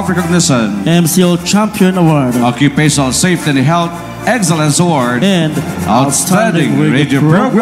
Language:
Bikol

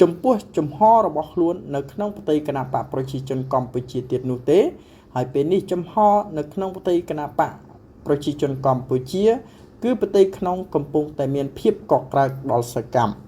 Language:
Khmer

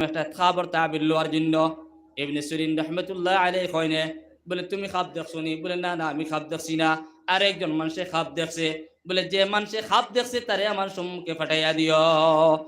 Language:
Sylheti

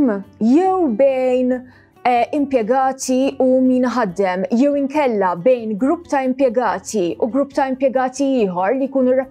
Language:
Maltese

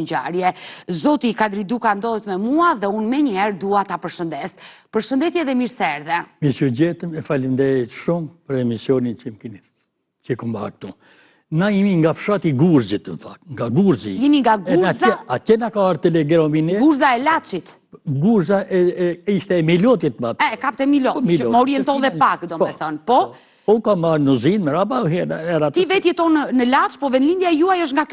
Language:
Albanian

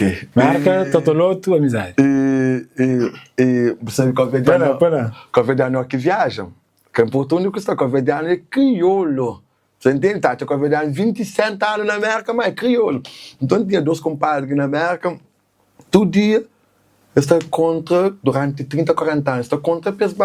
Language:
Kabuverdianu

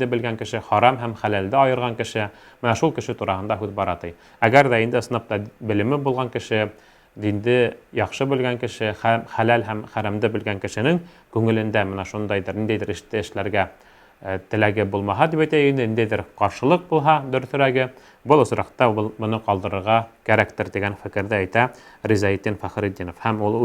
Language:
Bashkir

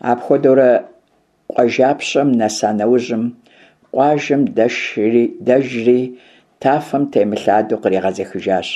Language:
Kabardian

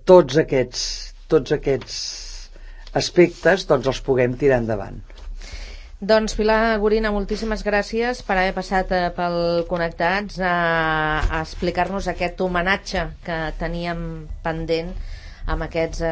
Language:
Catalan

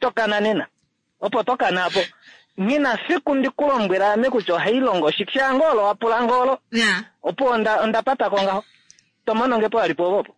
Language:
Kuanyama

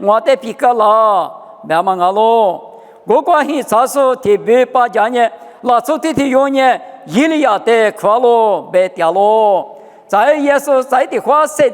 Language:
Lisu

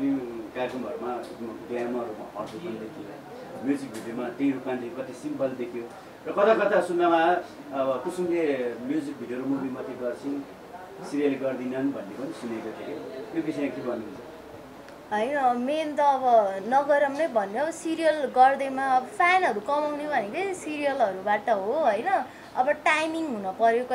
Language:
Nepali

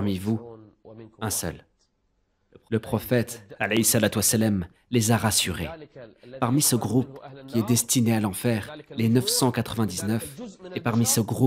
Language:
French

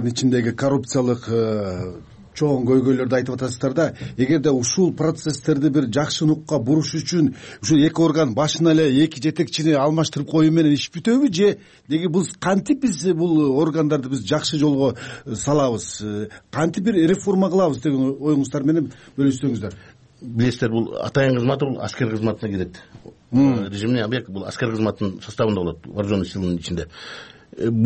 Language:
Kyrgyz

